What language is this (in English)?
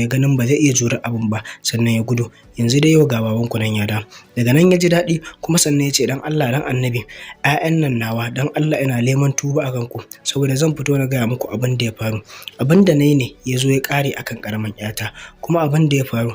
Hausa